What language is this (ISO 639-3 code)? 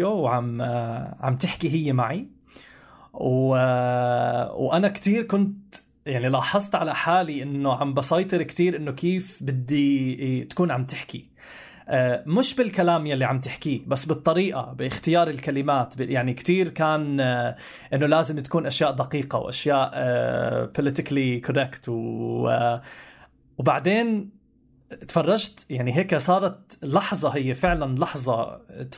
apc